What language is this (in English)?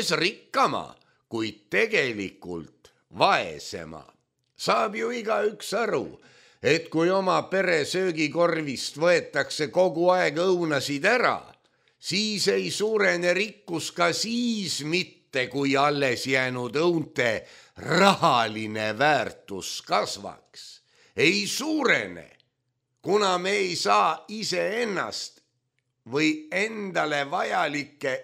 Estonian